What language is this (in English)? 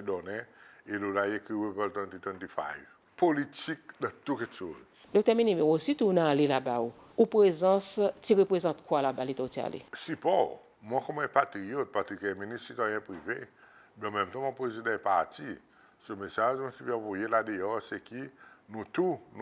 Seselwa Creole French